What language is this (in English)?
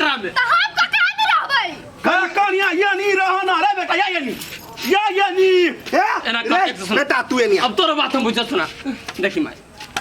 Maithili